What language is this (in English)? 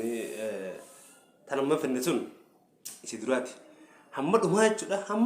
Oromo